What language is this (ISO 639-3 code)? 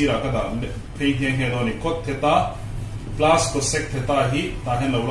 lus